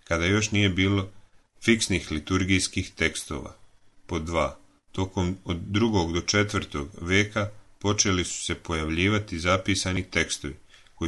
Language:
Serbian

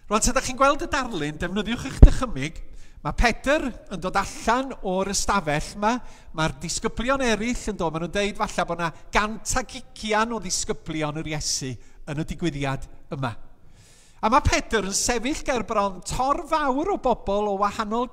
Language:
Welsh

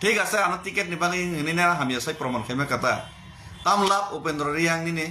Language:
Kok Borok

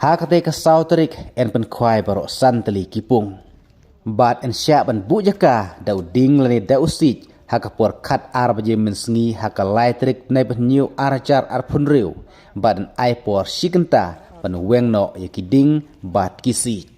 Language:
Khasi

